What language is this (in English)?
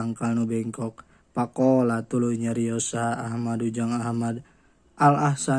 Sundanese